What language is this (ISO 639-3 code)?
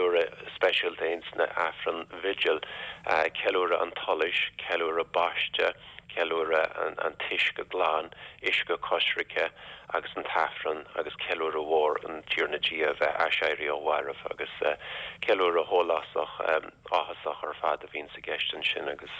gle